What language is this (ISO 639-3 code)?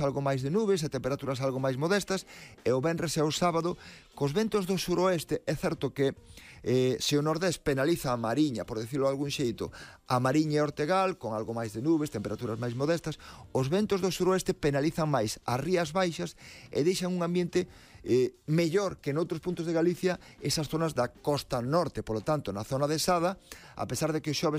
glg